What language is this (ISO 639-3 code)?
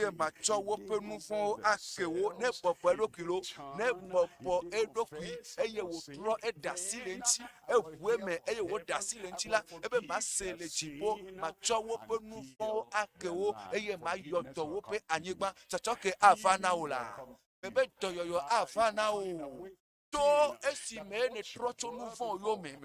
ewe